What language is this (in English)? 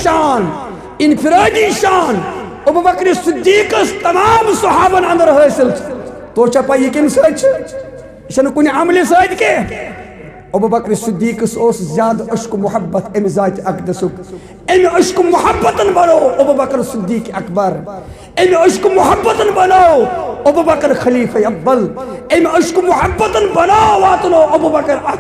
Kashmiri